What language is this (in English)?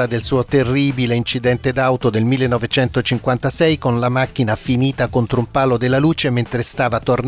Italian